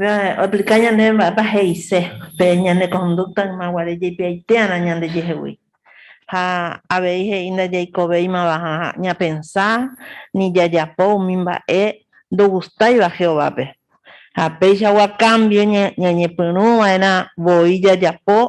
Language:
Guarani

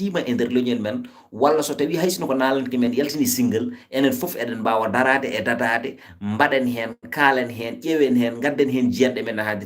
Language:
Fula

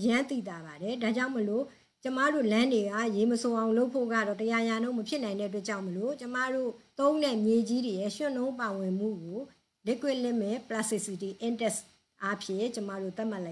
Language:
Burmese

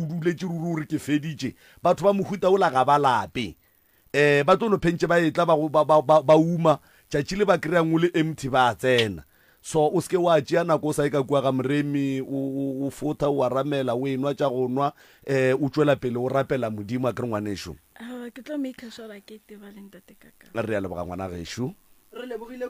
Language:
Northern Sotho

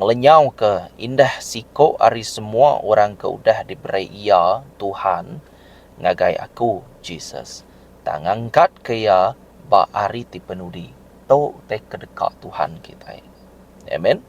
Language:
Iban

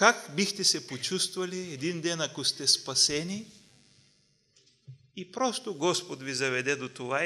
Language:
Bulgarian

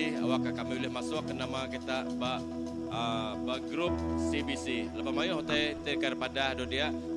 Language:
Iban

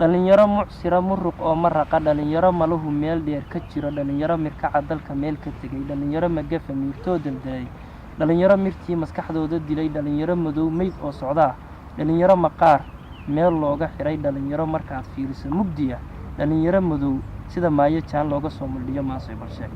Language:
Somali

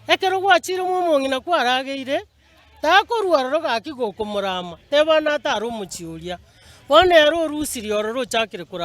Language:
Gusii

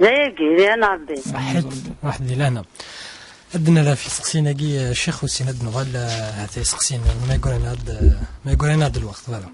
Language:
Kabyle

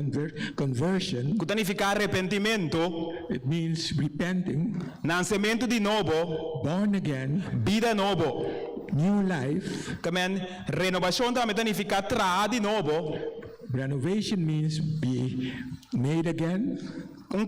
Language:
Papiamento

